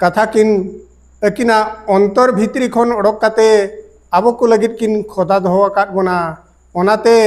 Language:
Santali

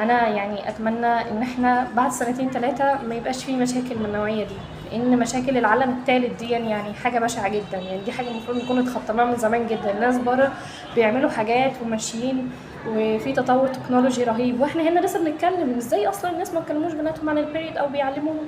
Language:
Egyptian Arabic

